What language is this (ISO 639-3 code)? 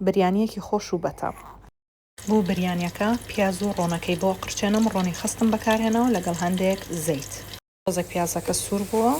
ckb